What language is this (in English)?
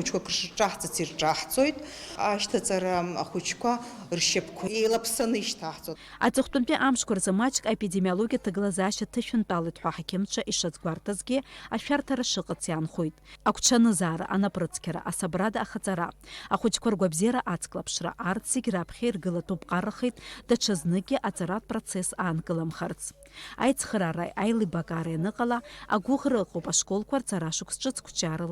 Abkhazian